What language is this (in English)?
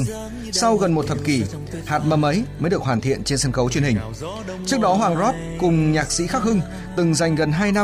Vietnamese